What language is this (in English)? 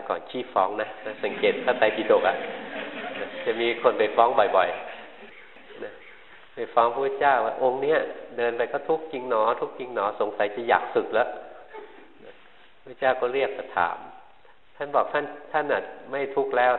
Thai